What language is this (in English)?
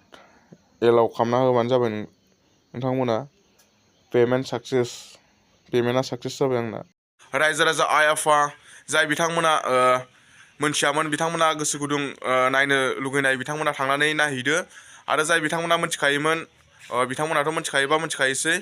Bodo